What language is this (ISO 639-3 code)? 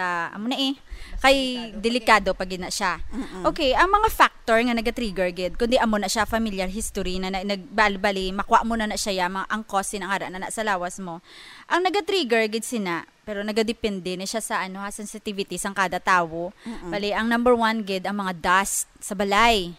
hil